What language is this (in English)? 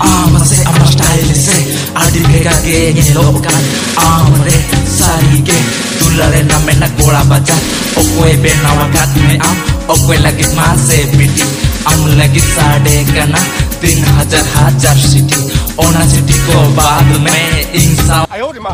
Santali